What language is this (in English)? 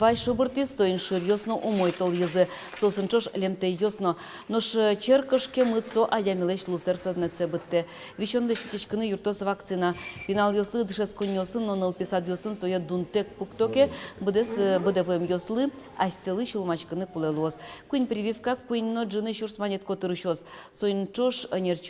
Udmurt